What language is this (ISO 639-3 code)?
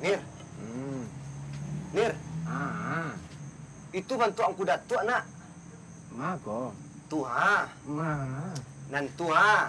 min